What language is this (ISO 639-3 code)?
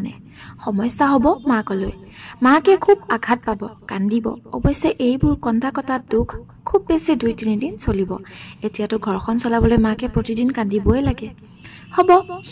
asm